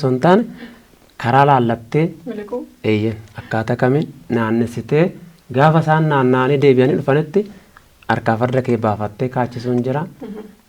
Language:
Oromo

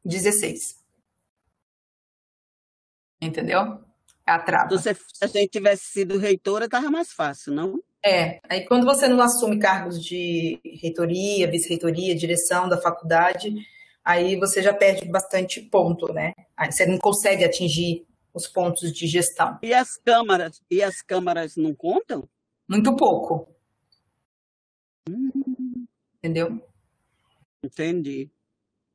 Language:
Portuguese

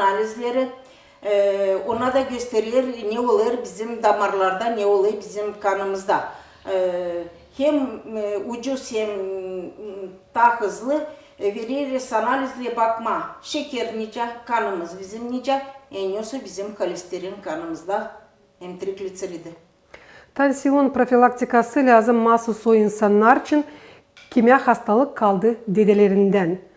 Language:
Gagauz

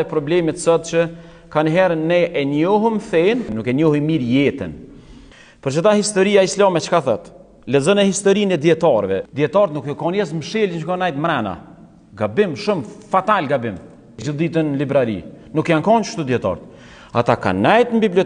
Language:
Albanian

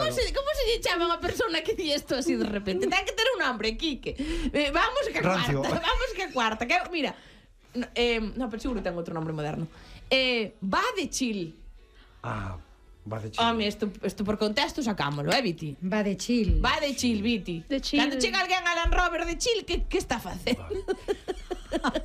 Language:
Galician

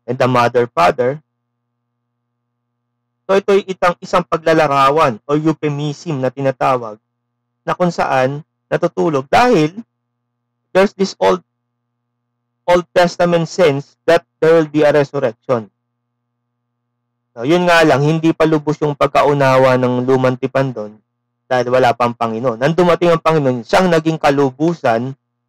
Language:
Filipino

